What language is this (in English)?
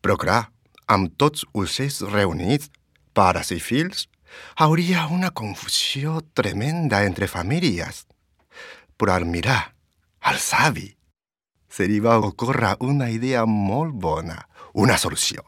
Catalan